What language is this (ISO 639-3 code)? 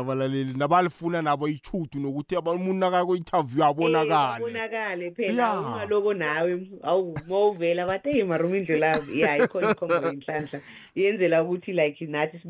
nbl